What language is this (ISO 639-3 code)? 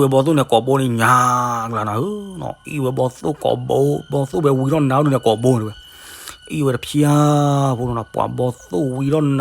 ksw